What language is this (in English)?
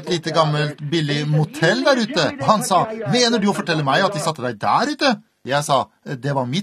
Norwegian